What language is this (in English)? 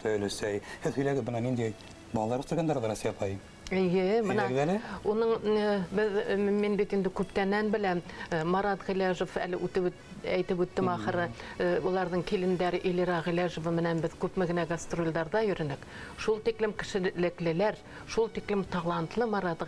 Bashkir